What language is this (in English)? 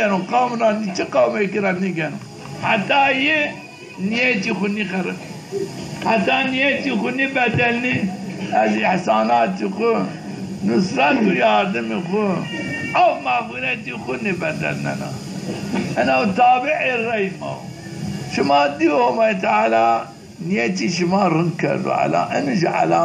Zaza